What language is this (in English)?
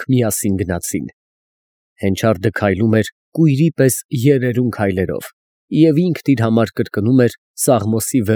Armenian